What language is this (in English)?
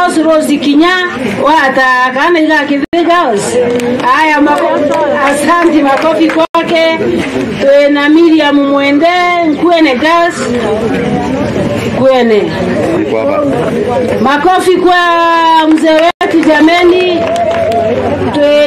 Meru